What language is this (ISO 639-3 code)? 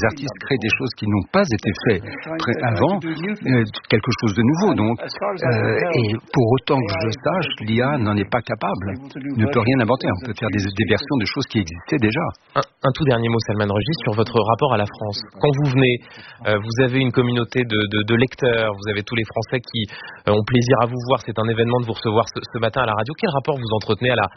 fra